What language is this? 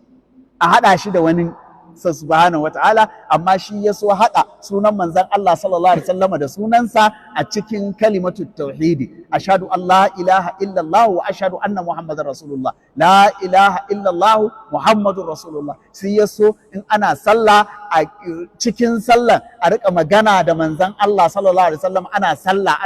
Hausa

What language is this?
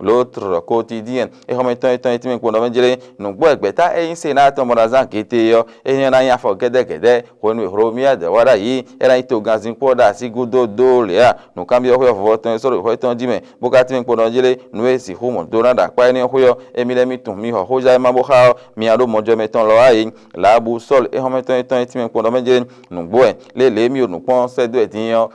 Fon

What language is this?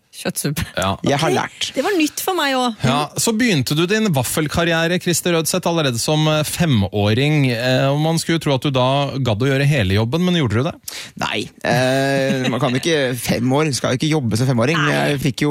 Norwegian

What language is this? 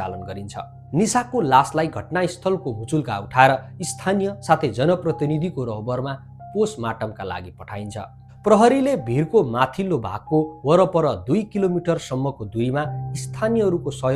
Nepali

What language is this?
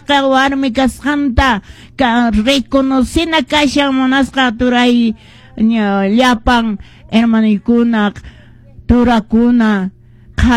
Quechua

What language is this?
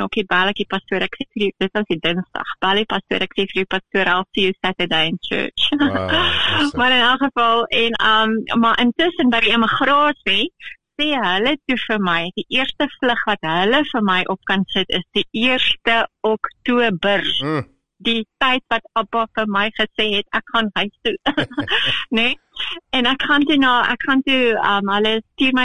Afrikaans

